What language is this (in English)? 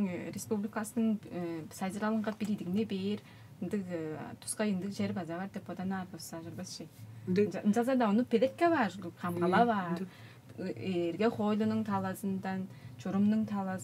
Tuvinian